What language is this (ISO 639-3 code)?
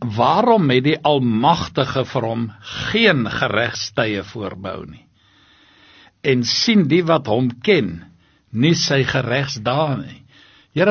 afr